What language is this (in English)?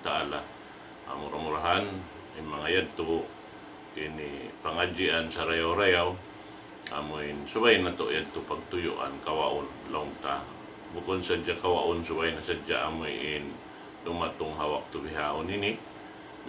Tausug